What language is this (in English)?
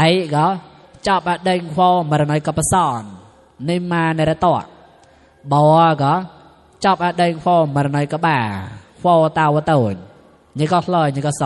Mon